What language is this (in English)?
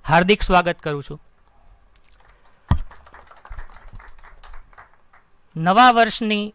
Gujarati